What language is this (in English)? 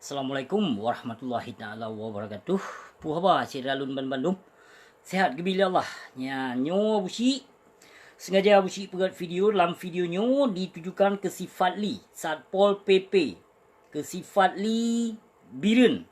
Achinese